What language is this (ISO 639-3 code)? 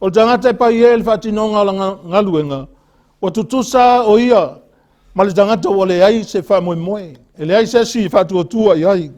smo